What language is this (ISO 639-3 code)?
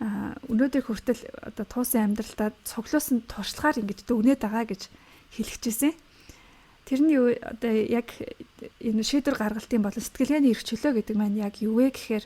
mon